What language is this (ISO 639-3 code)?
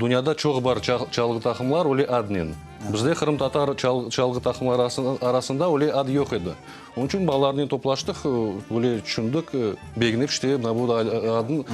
crh